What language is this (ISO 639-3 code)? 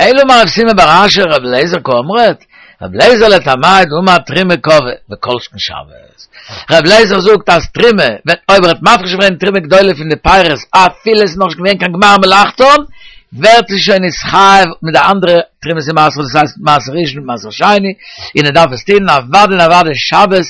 yid